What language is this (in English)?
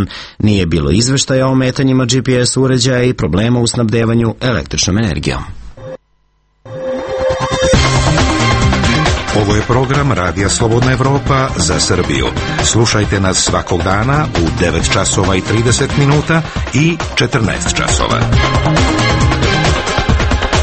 Serbian